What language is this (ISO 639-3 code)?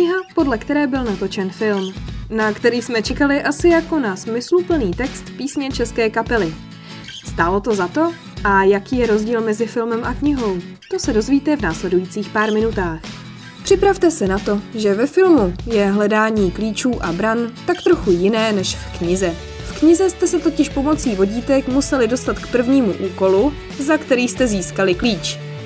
ces